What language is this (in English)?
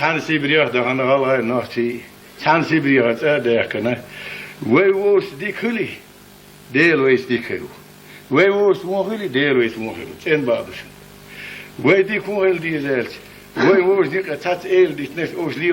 Chechen